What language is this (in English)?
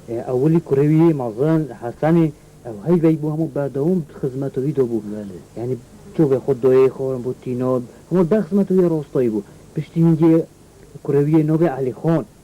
Kurdish